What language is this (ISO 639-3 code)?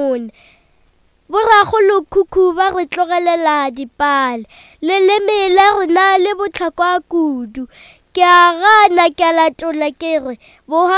nso